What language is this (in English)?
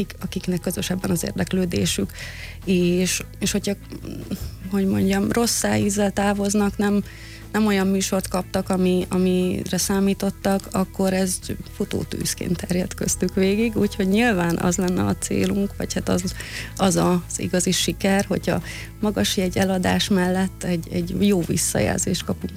Hungarian